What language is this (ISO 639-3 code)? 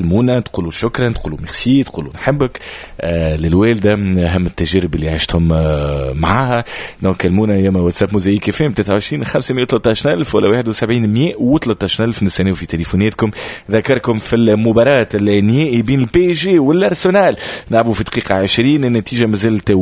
aeb